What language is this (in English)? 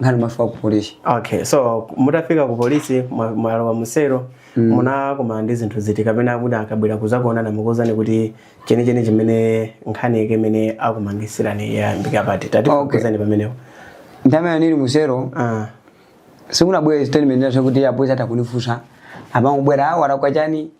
Nyanja